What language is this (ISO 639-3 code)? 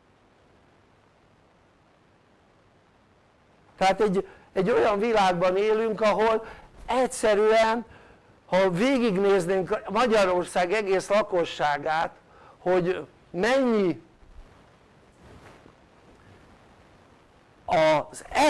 hun